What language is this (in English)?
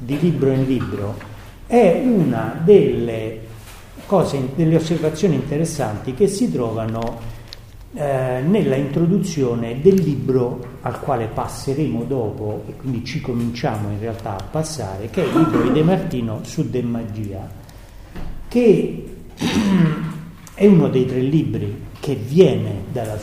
Italian